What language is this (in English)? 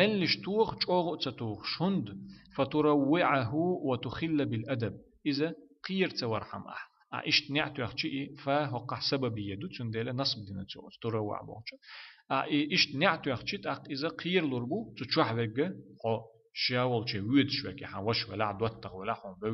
Chechen